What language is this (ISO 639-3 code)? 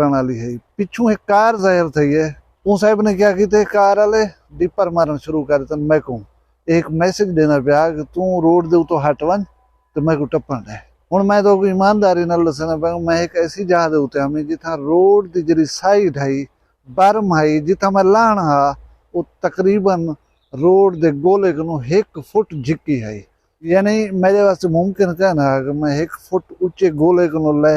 skr